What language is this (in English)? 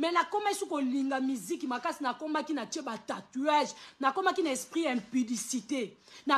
Lingala